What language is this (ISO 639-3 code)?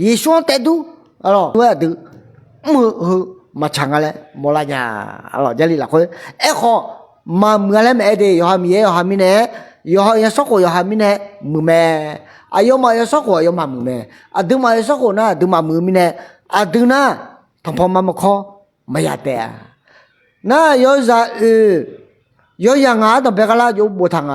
ahk